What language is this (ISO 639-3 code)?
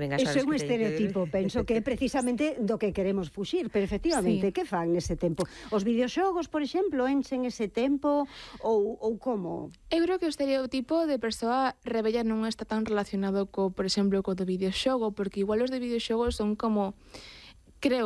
glg